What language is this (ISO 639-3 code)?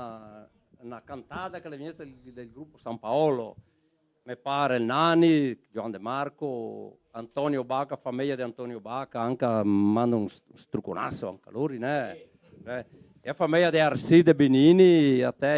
vec